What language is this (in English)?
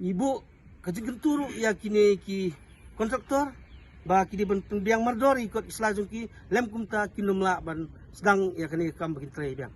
Khasi